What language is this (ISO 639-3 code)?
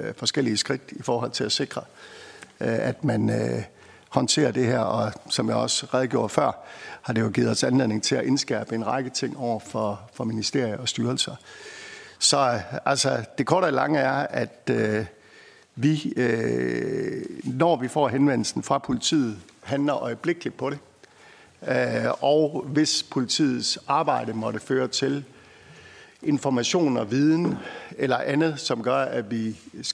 dan